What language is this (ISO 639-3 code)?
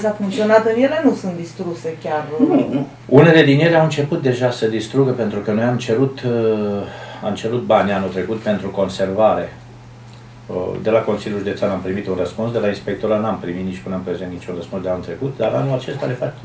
ron